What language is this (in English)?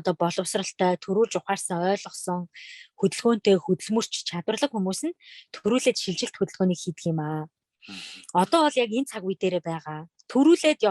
Mongolian